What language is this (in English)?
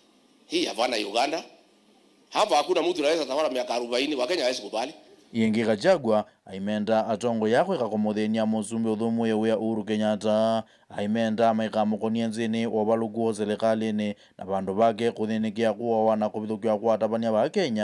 Kamba